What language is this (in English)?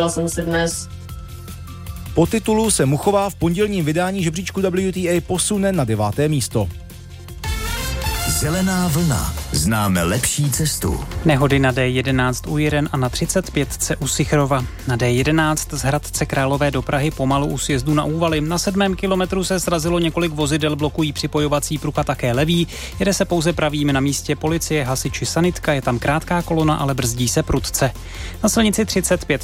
Czech